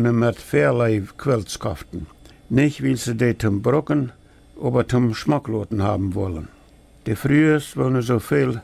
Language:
Plautdietsch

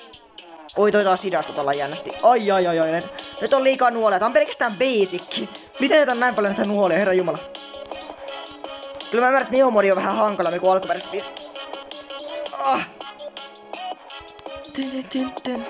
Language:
Finnish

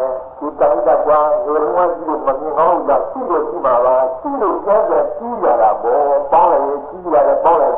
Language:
Burmese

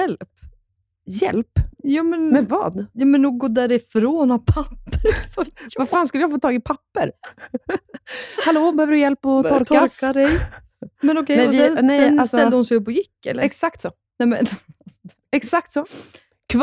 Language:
Swedish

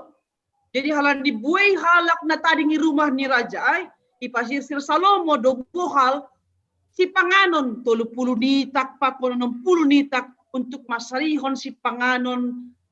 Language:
Batak Simalungun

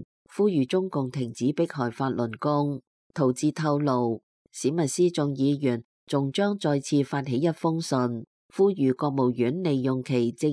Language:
Cantonese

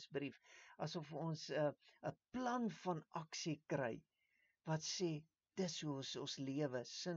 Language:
Afrikaans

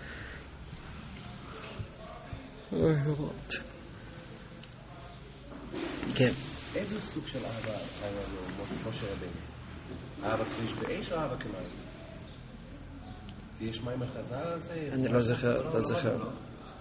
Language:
Hebrew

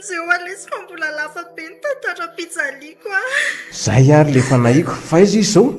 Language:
Malagasy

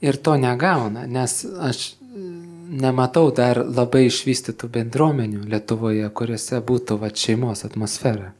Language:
Lithuanian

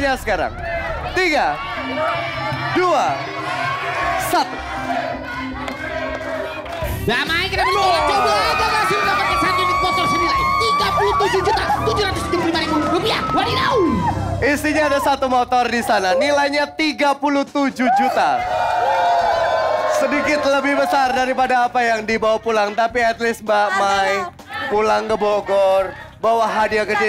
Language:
Indonesian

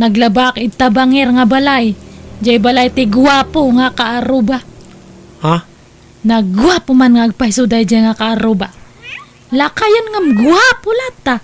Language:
Iloko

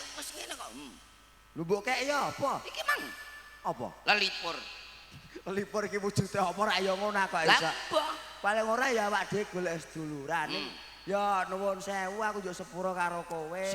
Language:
Javanese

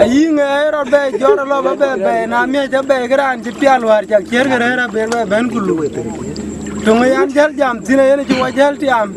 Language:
Dinka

